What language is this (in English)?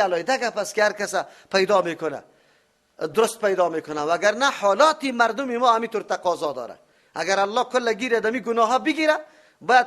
Persian